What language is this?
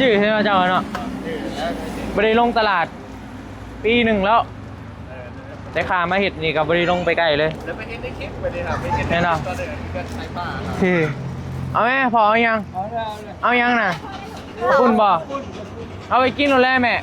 Northeastern Thai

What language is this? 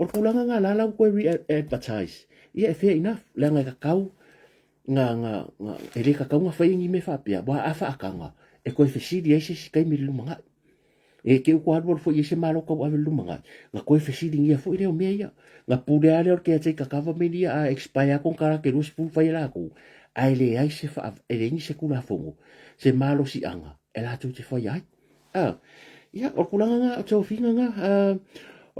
Samoan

